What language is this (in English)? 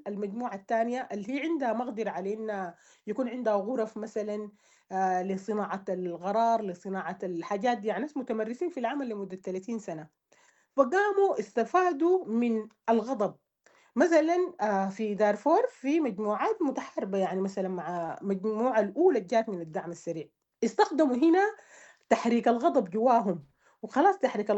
Sudanese Arabic